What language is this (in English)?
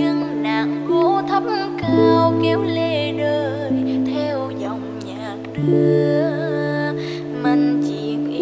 Vietnamese